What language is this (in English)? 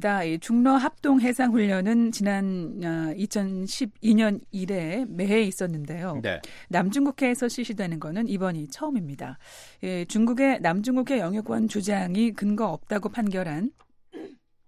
Korean